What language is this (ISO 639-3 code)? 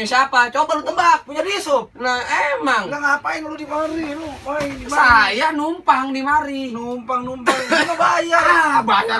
bew